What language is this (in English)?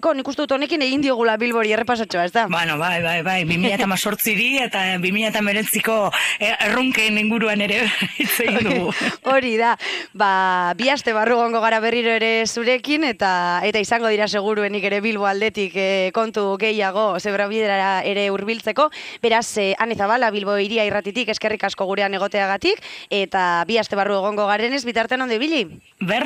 Basque